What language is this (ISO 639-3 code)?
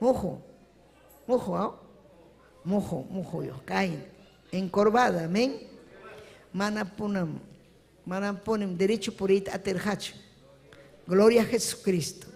quy